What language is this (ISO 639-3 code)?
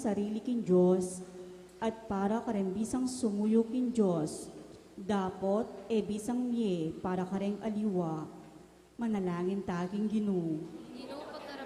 pam